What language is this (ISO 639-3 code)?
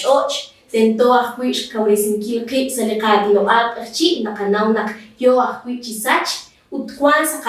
kek